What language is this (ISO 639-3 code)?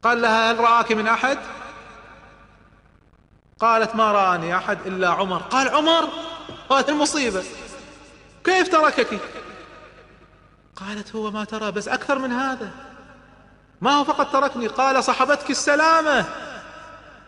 ara